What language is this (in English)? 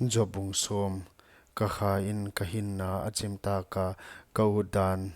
Paite Chin